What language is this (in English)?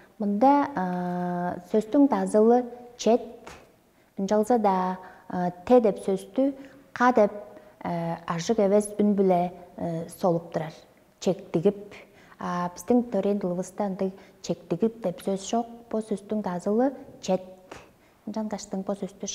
Tuvinian